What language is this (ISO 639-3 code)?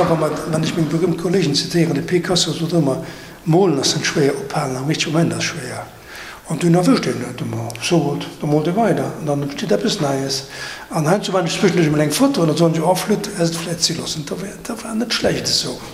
ltz